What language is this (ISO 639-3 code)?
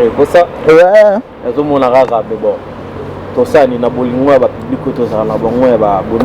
lin